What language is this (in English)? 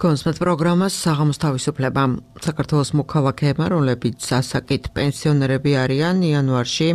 Georgian